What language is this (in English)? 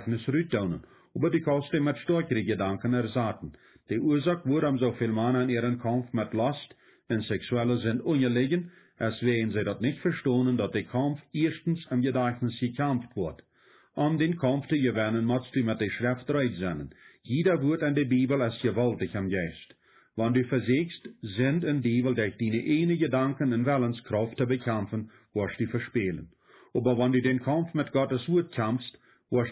Plautdietsch